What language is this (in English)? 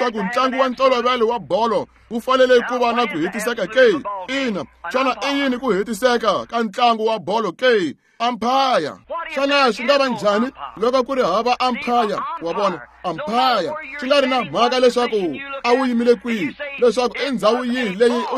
Tsonga